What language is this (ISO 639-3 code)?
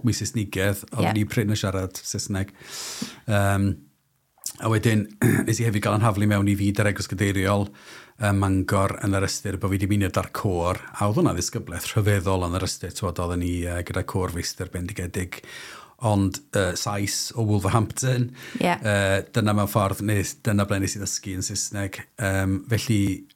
cym